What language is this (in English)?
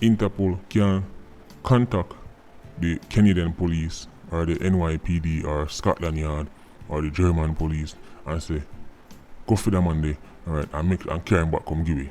Jamaican Creole English